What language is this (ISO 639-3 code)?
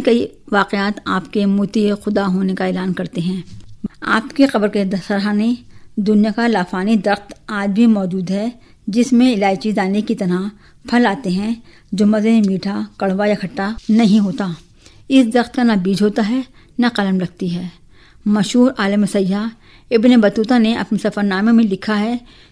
urd